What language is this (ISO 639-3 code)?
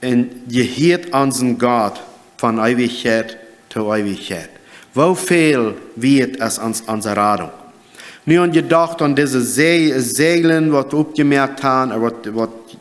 pdt